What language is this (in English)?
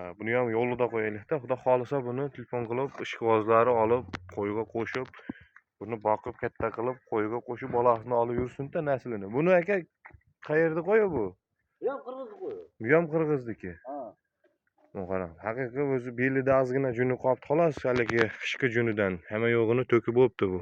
Uzbek